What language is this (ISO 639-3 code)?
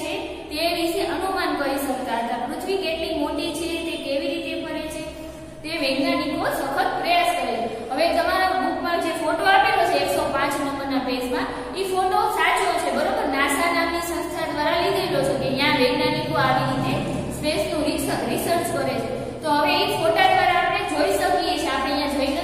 guj